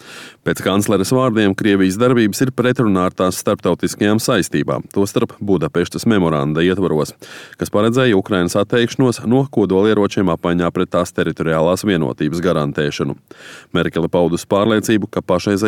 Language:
Latvian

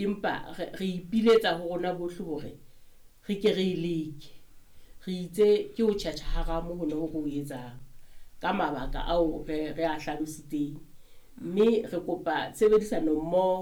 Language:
Southern Sotho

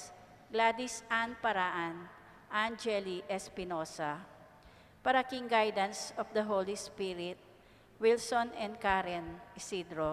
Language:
Pampanga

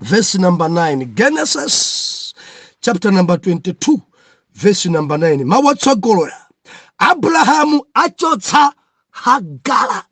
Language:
Nyanja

